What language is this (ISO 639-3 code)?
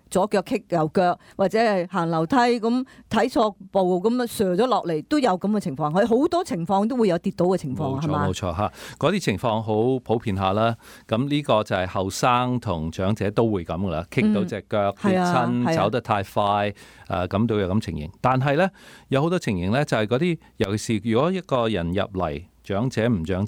yue